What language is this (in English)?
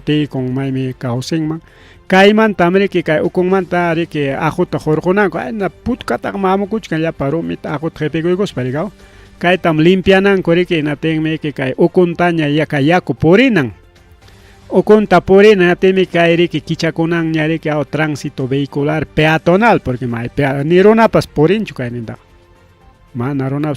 Ayacucho Quechua